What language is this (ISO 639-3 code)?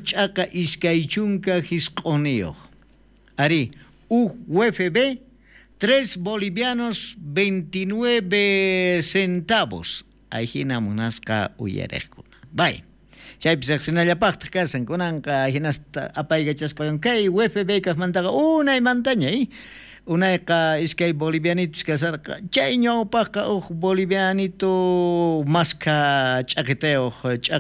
quh